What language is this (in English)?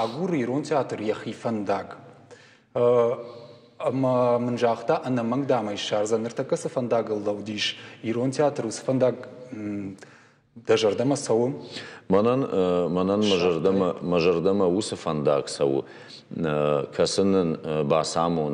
Ossetic